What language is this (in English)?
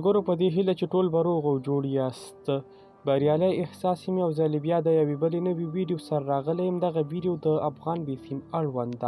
Pashto